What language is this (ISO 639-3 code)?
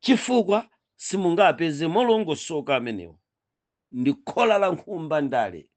nya